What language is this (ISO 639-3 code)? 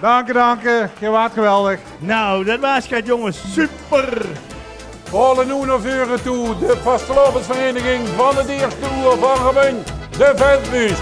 lim